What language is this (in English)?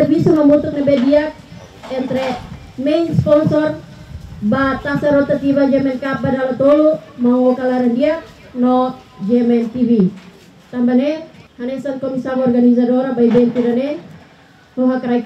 Tetum